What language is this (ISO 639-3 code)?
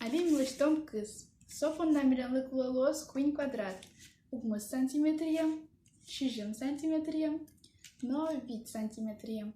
udm